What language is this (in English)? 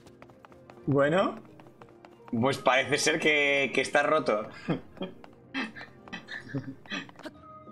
Spanish